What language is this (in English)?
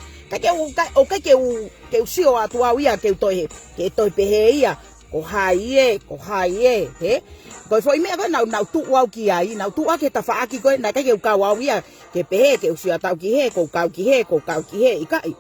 Tongan